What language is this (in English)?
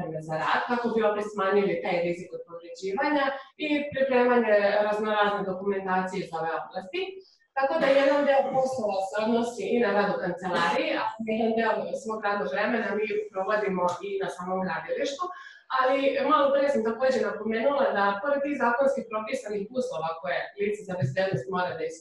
Serbian